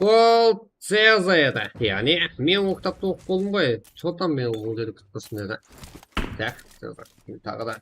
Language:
Kara-Kalpak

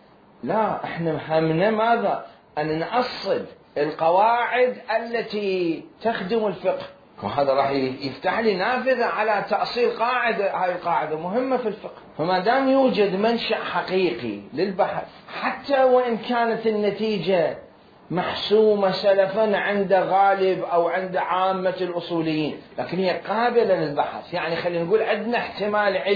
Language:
Mesopotamian Arabic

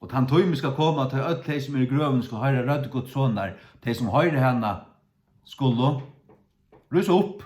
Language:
Faroese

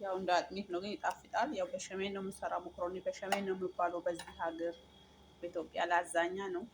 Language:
Amharic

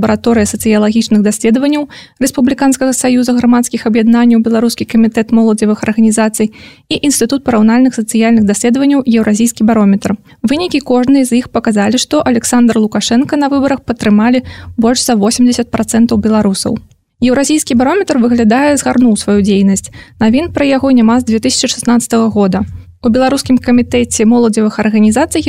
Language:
Belarusian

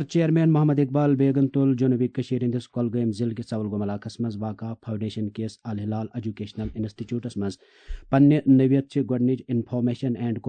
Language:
Kashmiri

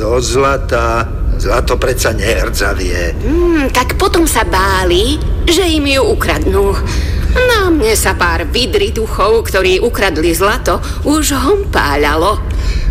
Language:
Slovak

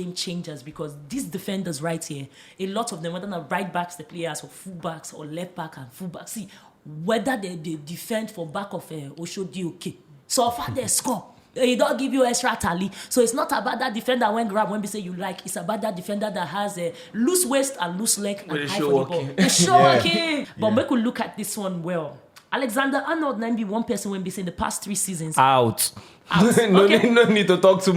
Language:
Nigerian Pidgin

